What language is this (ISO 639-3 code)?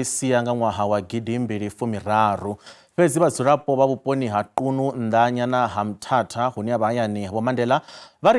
ven